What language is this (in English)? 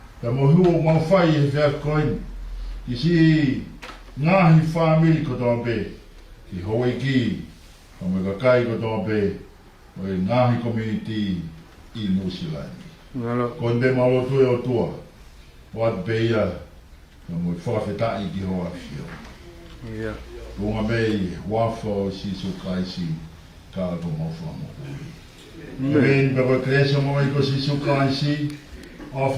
Tongan